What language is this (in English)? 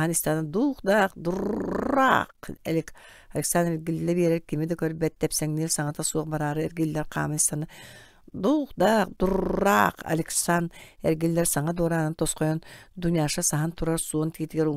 Yakut